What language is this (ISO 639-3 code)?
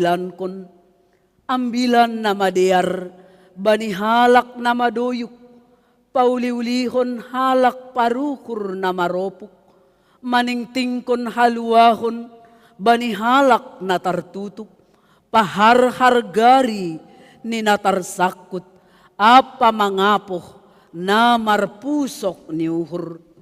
bts